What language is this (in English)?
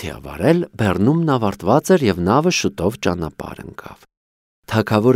Armenian